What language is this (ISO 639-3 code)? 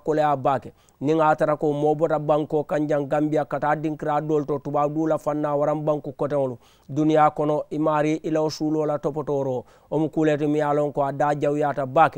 man